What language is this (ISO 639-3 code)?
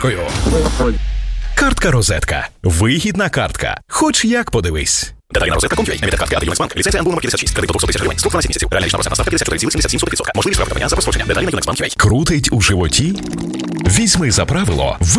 ukr